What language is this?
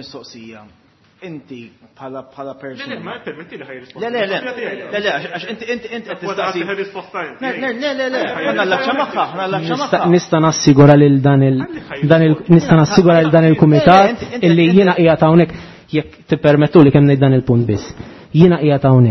Maltese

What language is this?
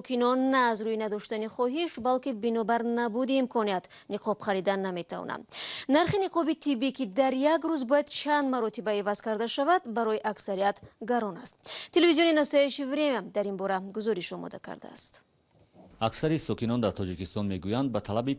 Tajik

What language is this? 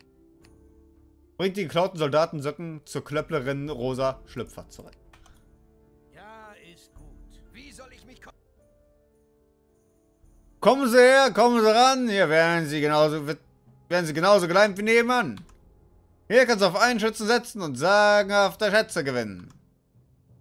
German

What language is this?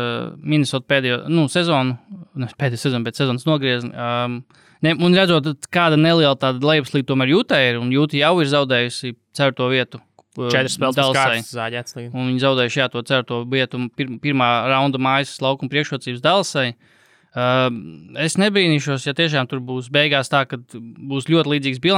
Latvian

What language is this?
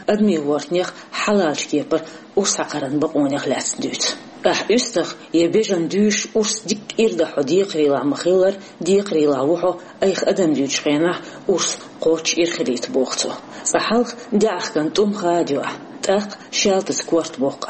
Chechen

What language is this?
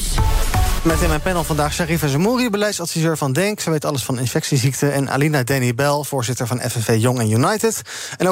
Dutch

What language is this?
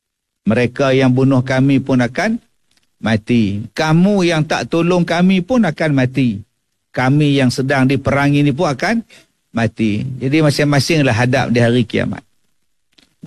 Malay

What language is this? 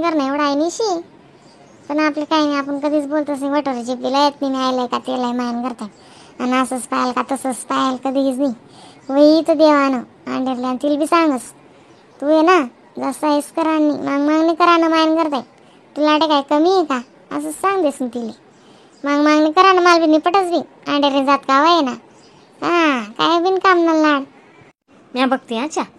Khandesi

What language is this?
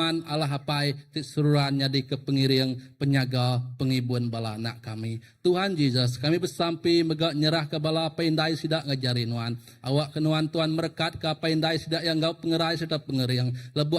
Iban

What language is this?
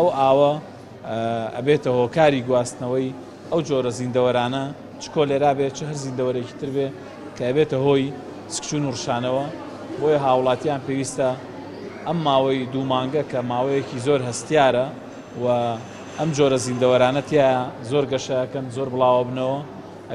Central Kurdish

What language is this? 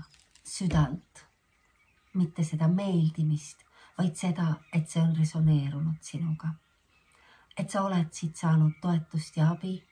Estonian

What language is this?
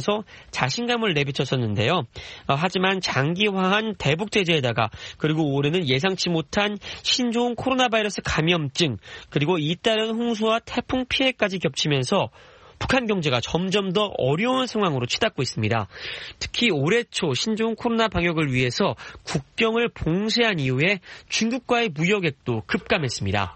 Korean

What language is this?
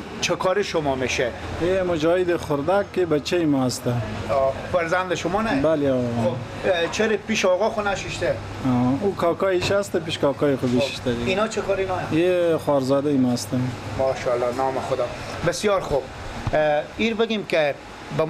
Persian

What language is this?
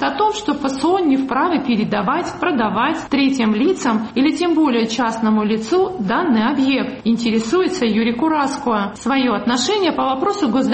Russian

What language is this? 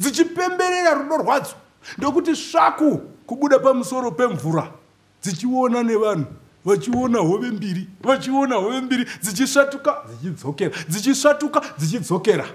Shona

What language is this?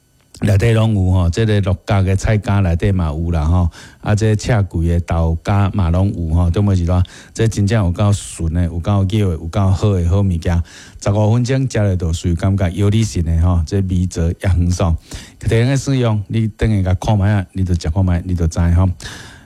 Min Nan Chinese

